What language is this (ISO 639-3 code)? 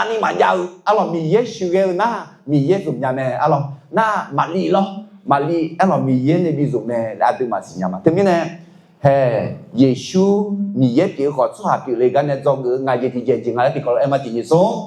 ahk